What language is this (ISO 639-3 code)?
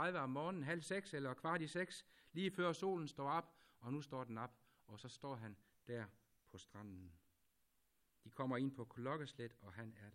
dan